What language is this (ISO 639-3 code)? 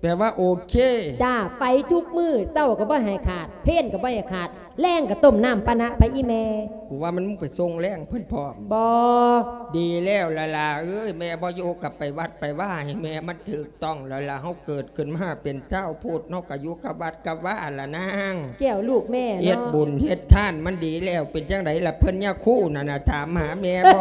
lao